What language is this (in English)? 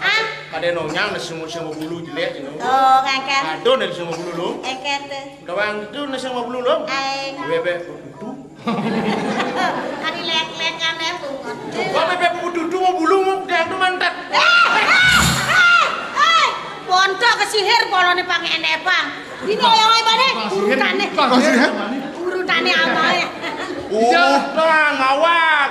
Balinese